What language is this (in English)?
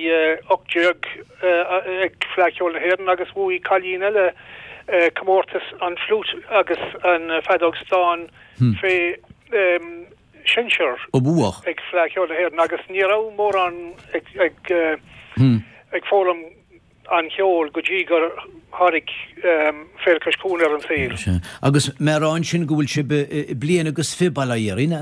Irish